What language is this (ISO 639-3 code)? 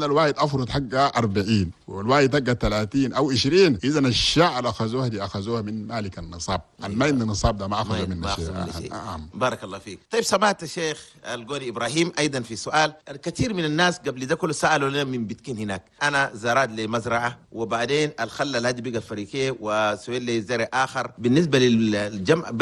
shu